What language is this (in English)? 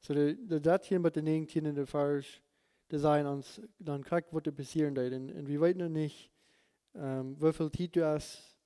Plautdietsch